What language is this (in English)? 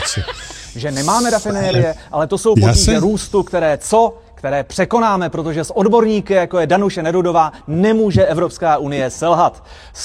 Czech